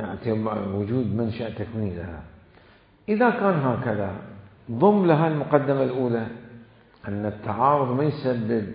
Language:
Mesopotamian Arabic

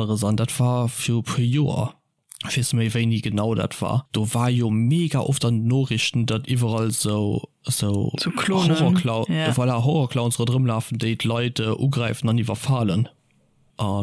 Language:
Luxembourgish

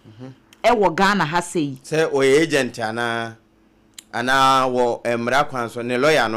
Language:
Akan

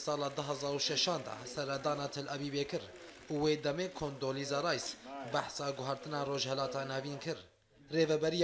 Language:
Kurdish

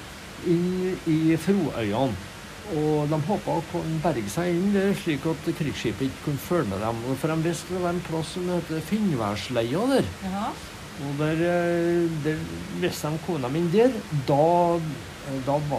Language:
Norwegian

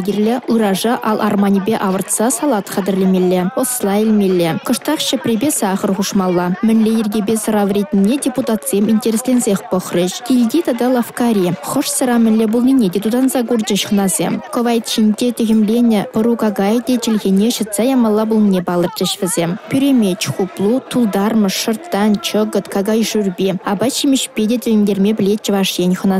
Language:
Chuvash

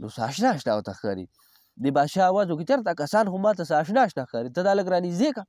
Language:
Pashto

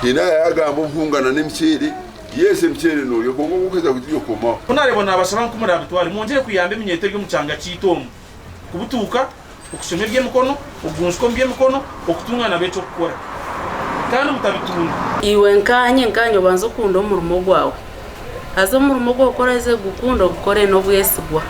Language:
Nyankole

